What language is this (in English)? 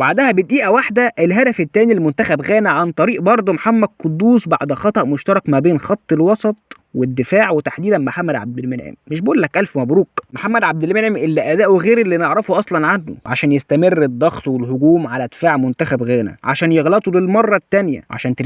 Egyptian Arabic